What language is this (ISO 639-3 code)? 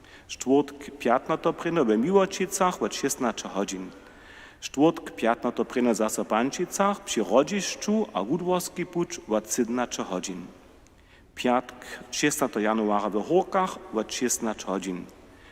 hsb